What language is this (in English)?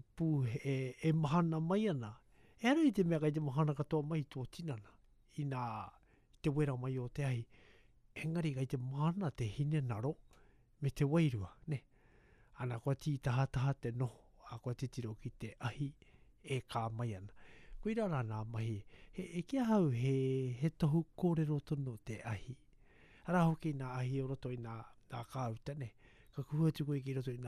Māori